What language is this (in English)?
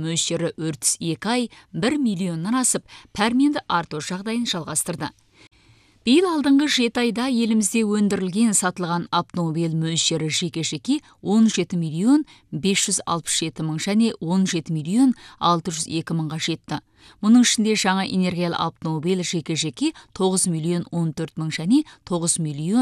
Kazakh